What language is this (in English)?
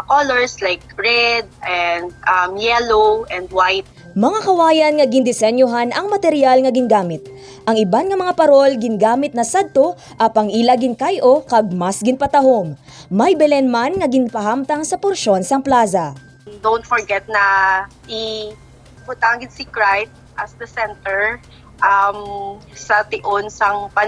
Hiligaynon